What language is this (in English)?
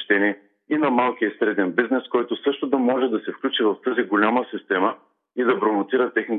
Bulgarian